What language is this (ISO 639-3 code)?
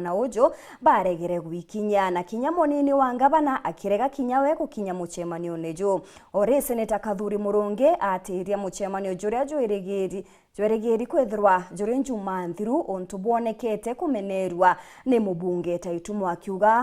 mer